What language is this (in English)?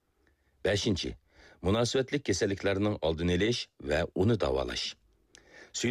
Uyghur